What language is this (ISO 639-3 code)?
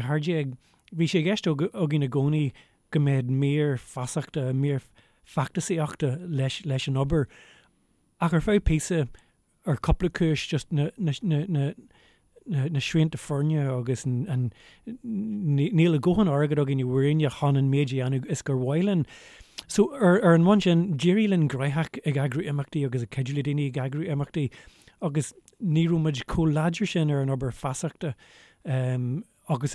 gle